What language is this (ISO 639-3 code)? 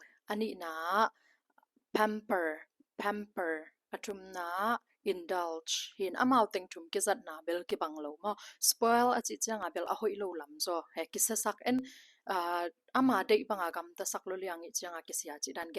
ctd